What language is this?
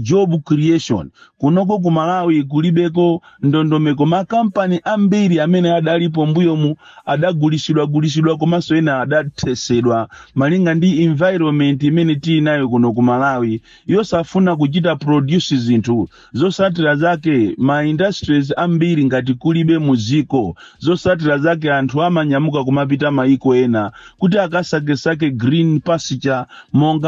Nyanja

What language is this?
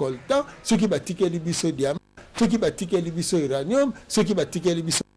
Lingala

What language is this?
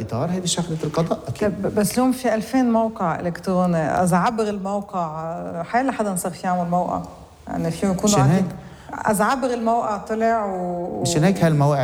North Levantine Arabic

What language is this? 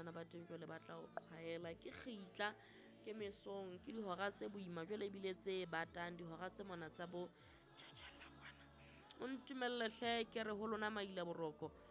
Southern Sotho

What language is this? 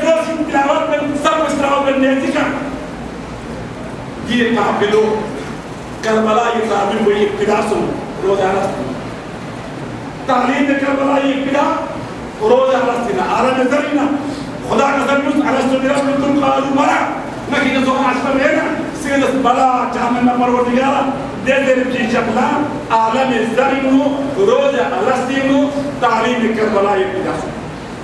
Urdu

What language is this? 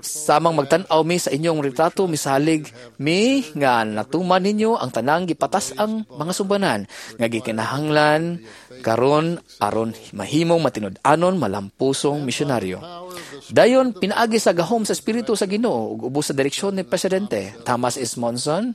Cebuano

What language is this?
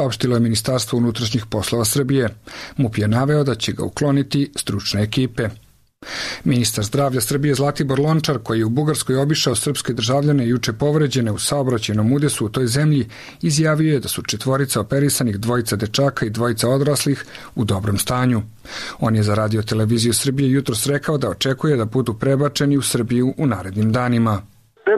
Serbian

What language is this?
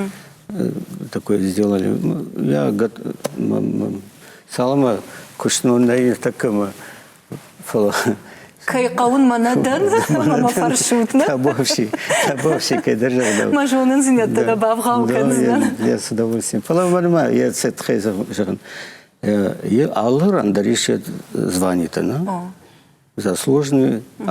Ossetic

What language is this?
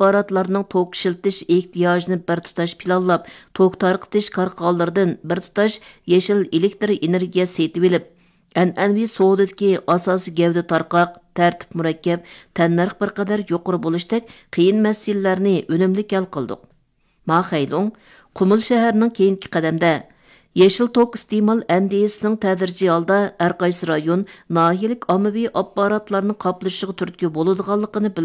Uyghur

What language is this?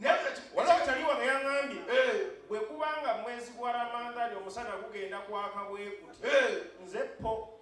Ganda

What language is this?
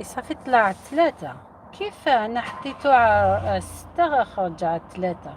Algerian Arabic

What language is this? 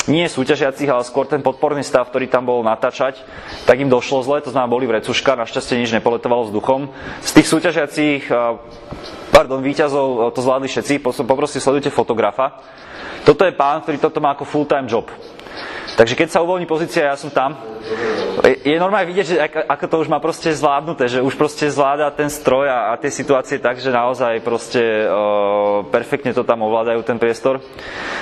Slovak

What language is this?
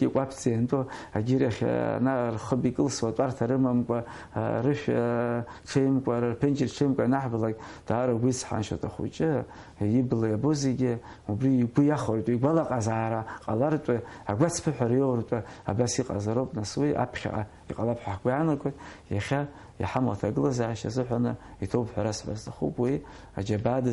Abkhazian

